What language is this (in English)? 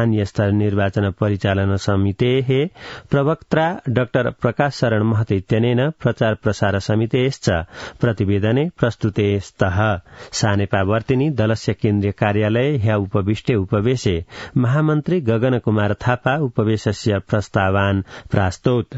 Sanskrit